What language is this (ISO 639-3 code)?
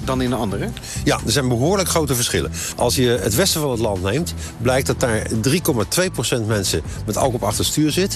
nld